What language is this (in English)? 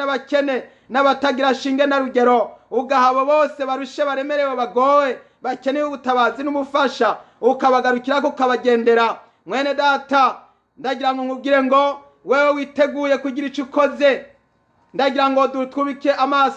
Rundi